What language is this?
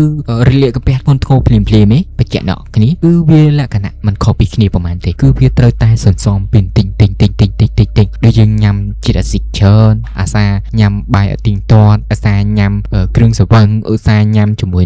Khmer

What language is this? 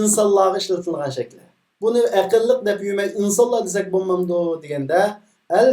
Uyghur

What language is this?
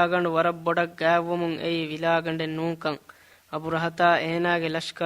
Divehi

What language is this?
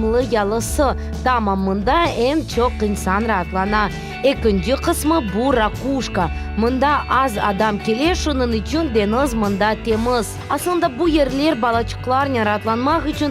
Crimean Tatar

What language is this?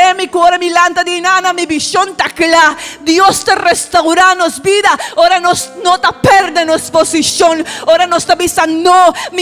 Papiamento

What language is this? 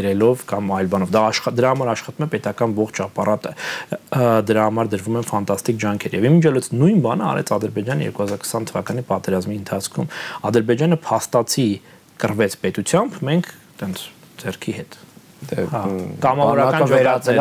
Armenian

